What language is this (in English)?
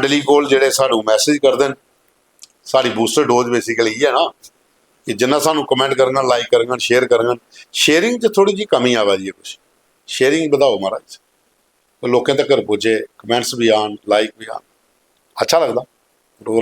Dogri